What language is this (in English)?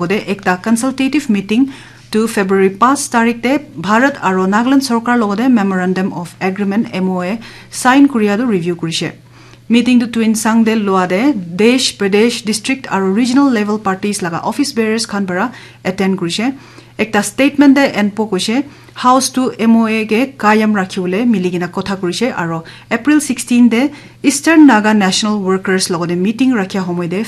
Naga Pidgin